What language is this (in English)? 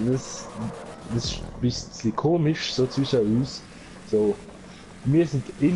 Swiss German